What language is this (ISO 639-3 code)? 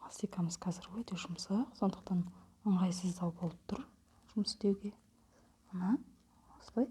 kaz